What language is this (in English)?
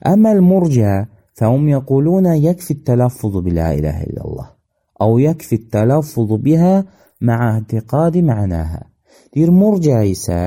Azerbaijani